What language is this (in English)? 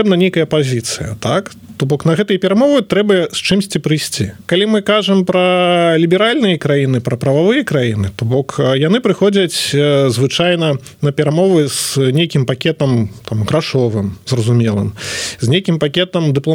Belarusian